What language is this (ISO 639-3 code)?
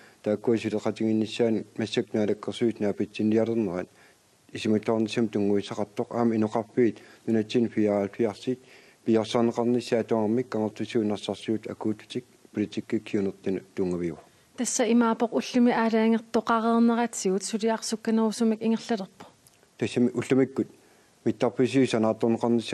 kal